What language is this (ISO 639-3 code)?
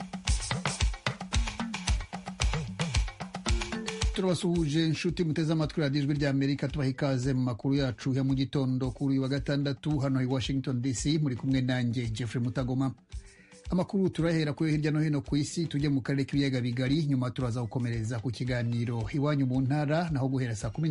kin